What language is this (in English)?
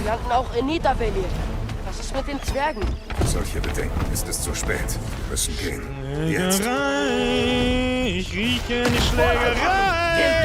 Bavarian